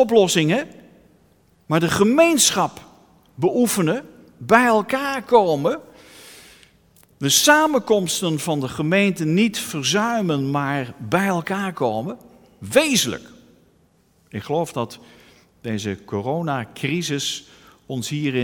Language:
Dutch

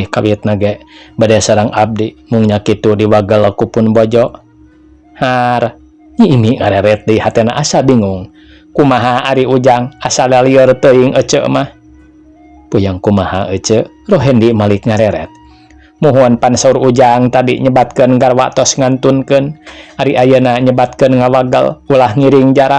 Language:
Sundanese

